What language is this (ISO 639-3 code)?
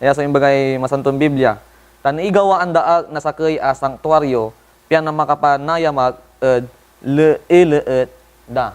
pag